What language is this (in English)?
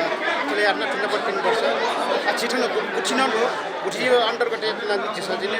Newari